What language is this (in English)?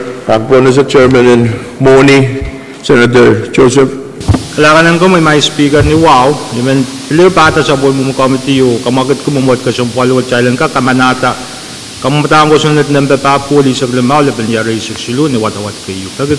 Pohnpeian